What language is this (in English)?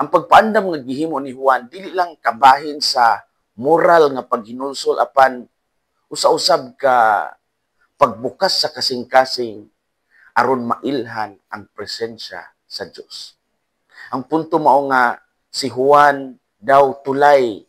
Cebuano